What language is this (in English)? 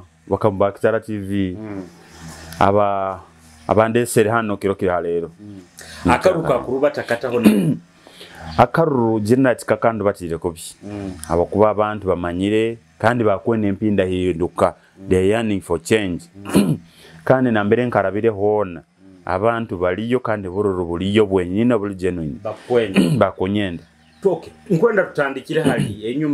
Nyoro